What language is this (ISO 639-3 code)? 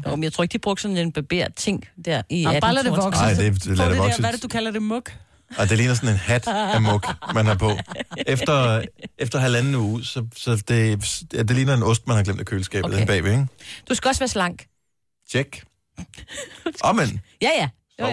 dan